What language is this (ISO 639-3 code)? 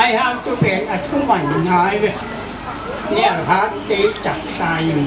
ctd